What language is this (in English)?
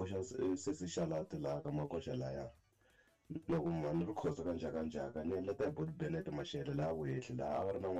Tsonga